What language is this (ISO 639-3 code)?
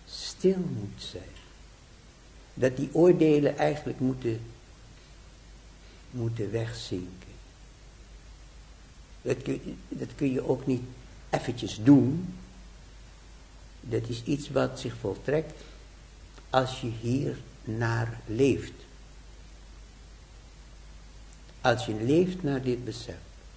nld